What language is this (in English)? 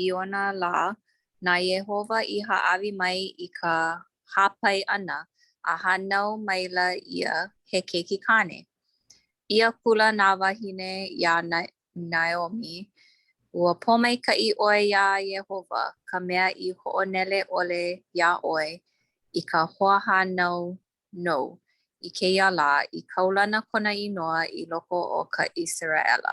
Hawaiian